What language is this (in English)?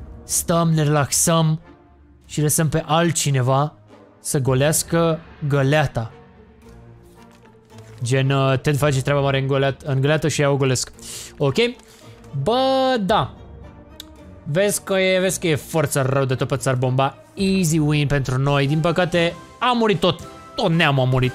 Romanian